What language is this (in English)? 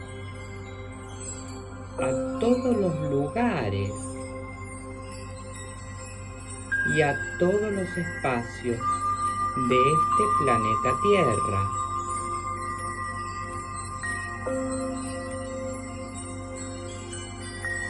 Spanish